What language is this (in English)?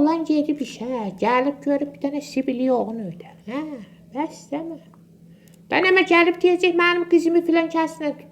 Azerbaijani